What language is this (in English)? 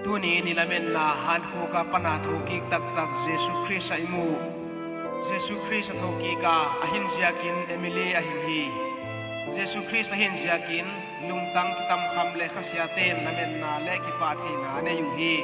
Paite Chin